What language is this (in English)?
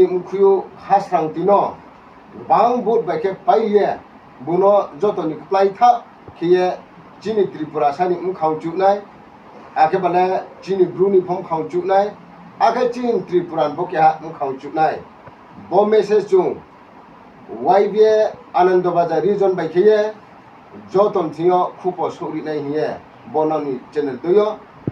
Riang (India)